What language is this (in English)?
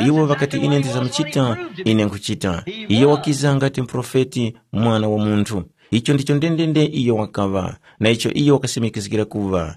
Tumbuka